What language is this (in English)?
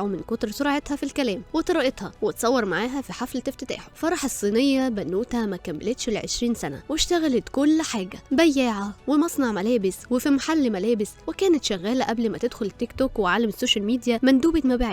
Egyptian Arabic